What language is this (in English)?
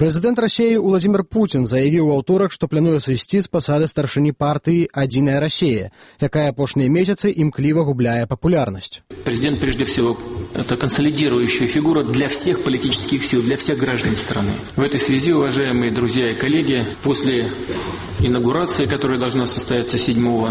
Belarusian